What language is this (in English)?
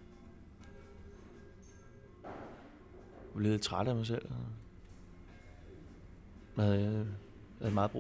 Danish